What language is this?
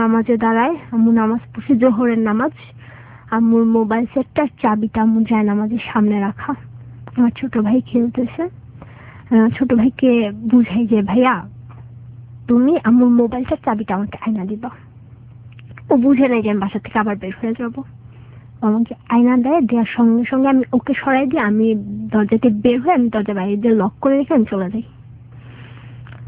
Bangla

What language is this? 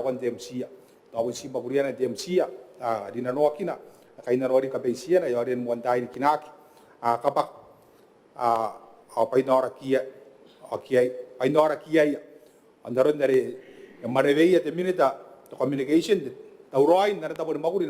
Gilbertese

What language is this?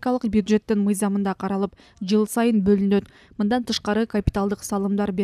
Kyrgyz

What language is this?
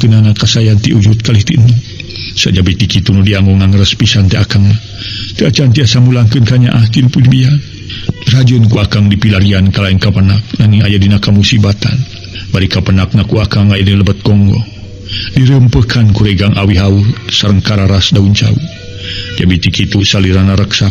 Sundanese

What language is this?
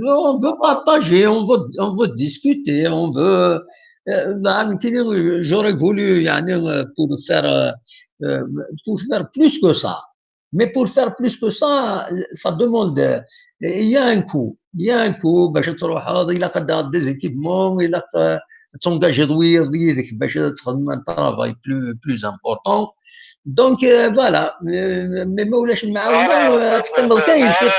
Kabyle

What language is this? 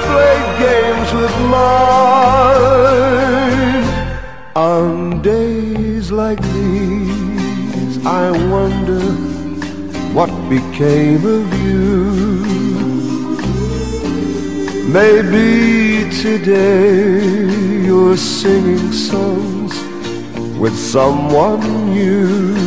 English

